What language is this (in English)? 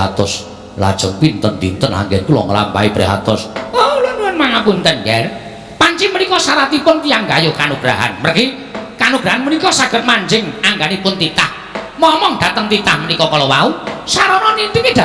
Javanese